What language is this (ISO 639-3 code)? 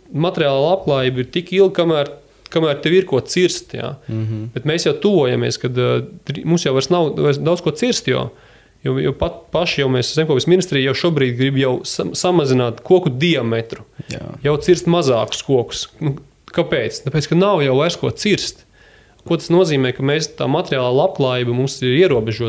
lav